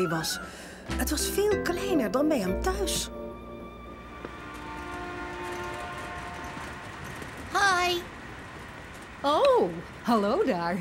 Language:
Dutch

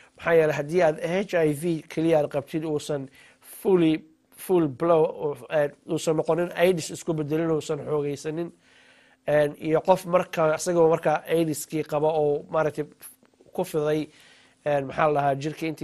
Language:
Somali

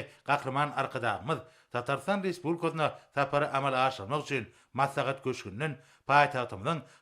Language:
Turkmen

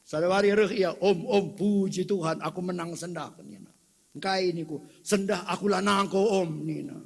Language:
Batak Karo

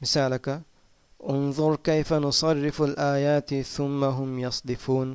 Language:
Divehi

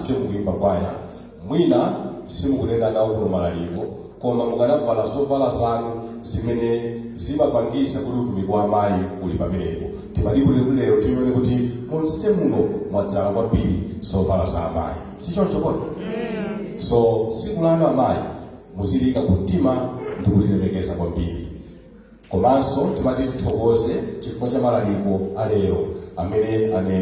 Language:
Nyanja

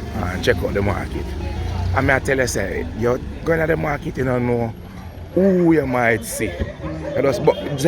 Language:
Jamaican Creole English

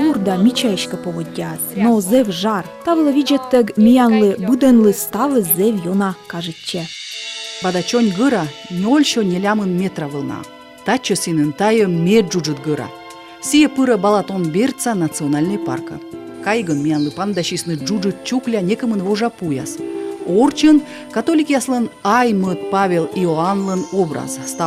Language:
Komi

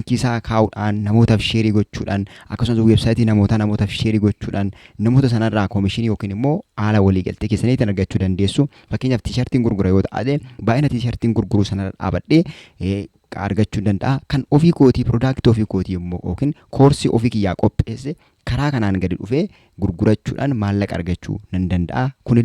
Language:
Oromo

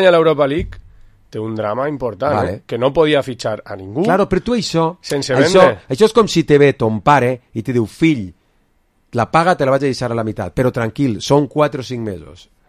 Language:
Catalan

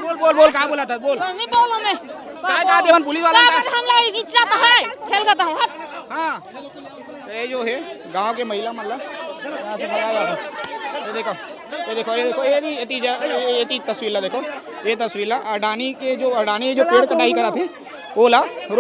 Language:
Chhattisgarhi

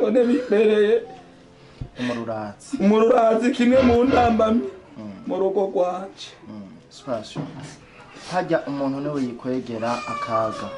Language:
Rundi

